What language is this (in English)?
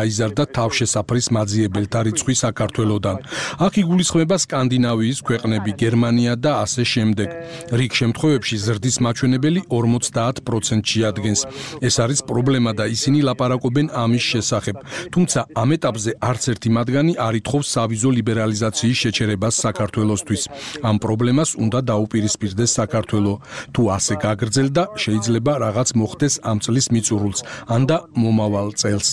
Georgian